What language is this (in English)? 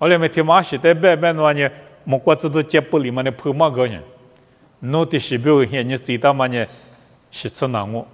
Lisu